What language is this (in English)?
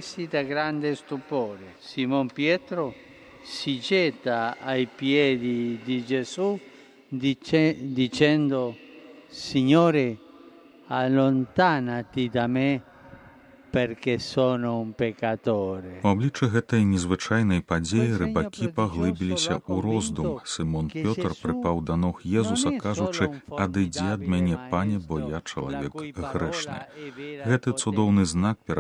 Belarusian